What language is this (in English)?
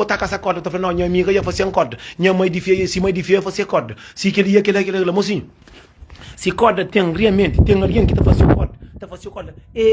Kabuverdianu